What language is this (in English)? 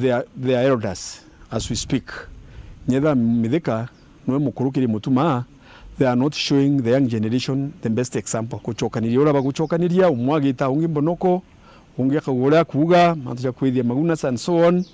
Meru